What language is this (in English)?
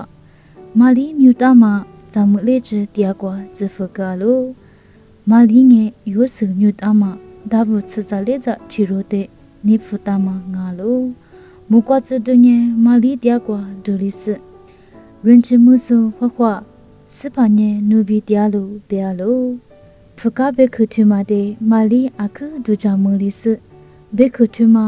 Lisu